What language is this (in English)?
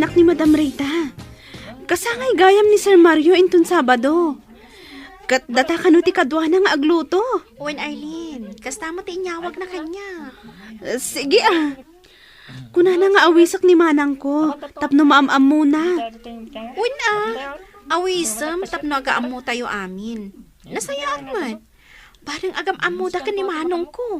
Iloko